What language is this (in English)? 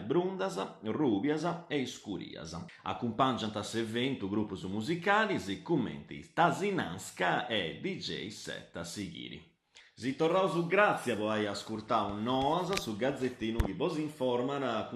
Sardinian